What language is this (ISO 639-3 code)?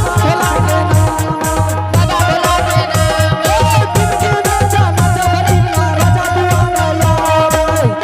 anp